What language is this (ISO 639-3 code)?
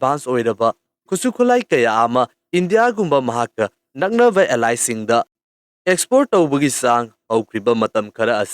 mni